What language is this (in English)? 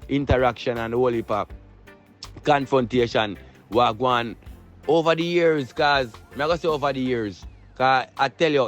Jamaican Creole English